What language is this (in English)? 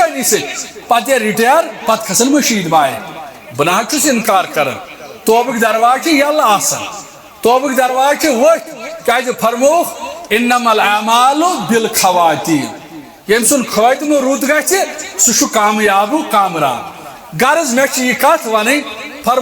Kashmiri